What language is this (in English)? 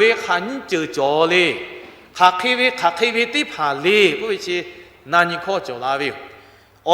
Lahu